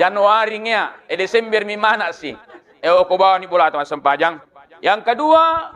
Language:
Buginese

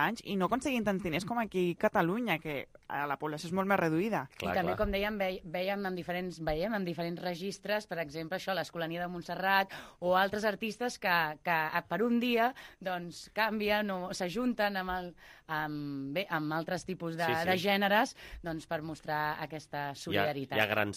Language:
Catalan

